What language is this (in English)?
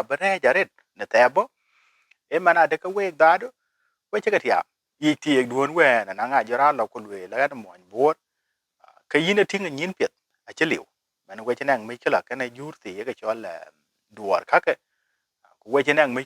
Dinka